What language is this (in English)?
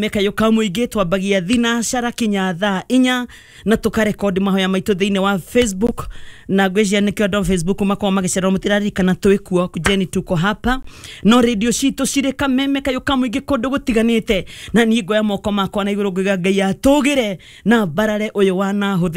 Kikuyu